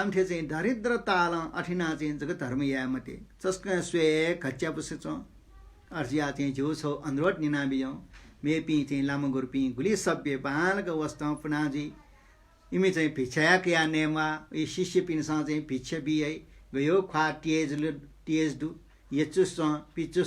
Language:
Newari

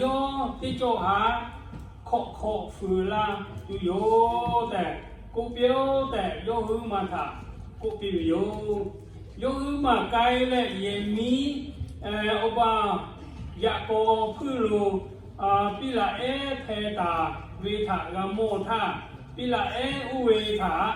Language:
Lahu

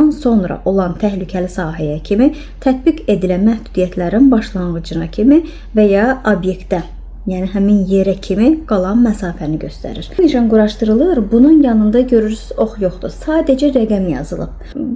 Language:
Azerbaijani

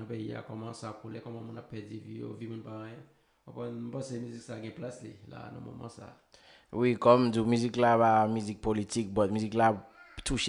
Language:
Haitian Creole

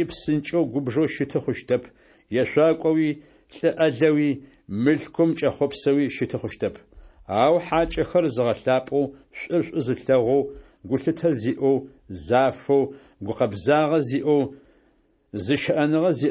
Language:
Adyghe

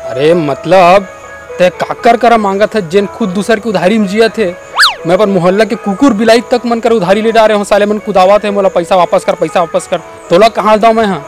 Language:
Chhattisgarhi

